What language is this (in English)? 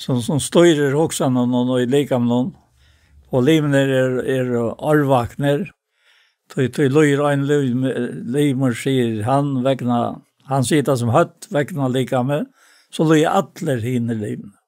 Faroese